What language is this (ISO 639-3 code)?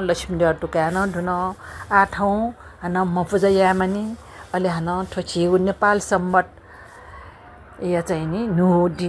new